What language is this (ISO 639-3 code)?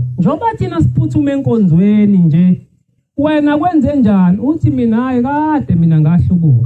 zul